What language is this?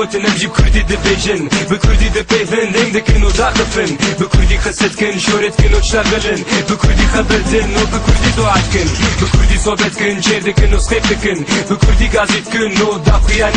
Kurdish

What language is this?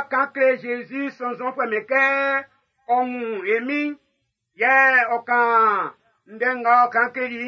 Baoulé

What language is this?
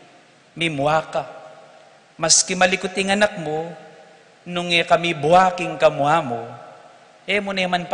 Pampanga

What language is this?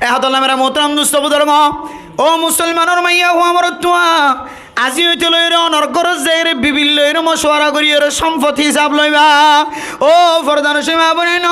Rohingya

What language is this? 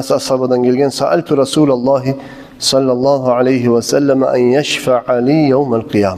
Kumyk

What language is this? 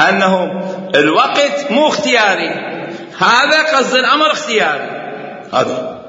Mesopotamian Arabic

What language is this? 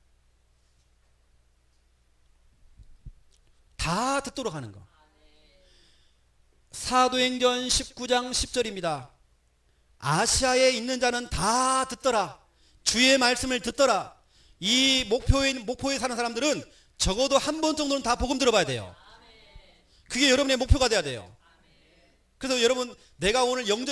Korean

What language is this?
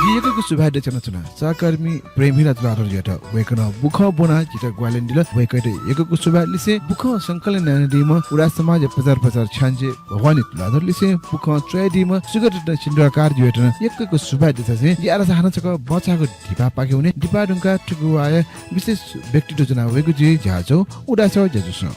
Newari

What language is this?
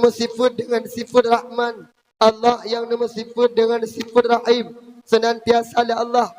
Achinese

